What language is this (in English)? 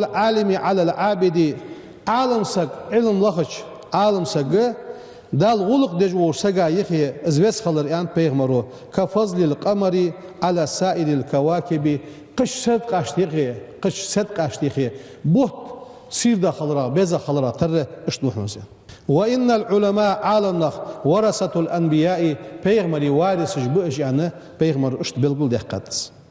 Ingush